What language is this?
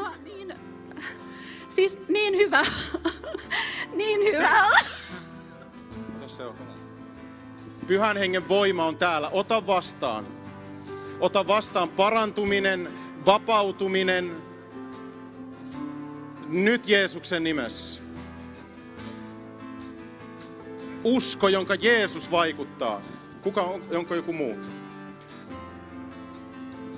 Finnish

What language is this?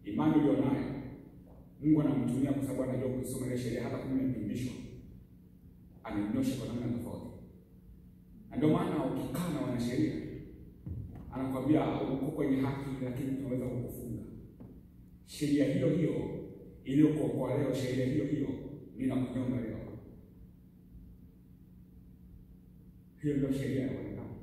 Swahili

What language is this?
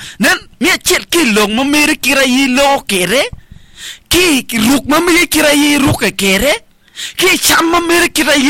Acoli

